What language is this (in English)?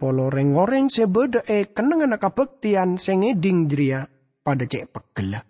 Madurese